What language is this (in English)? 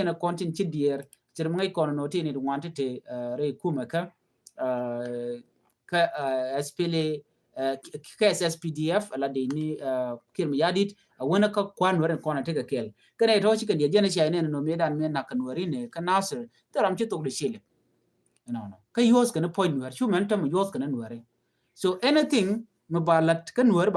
Nuer